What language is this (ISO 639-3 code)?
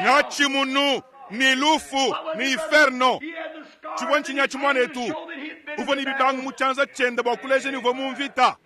lua